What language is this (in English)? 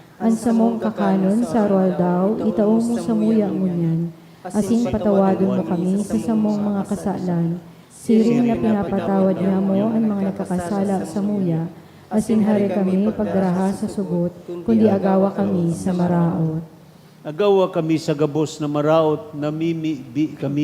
Bikol